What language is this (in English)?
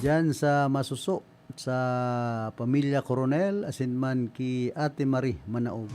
Bikol